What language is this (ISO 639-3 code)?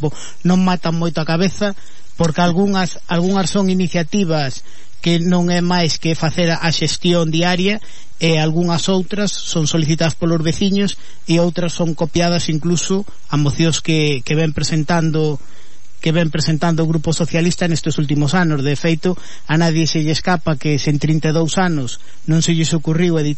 glg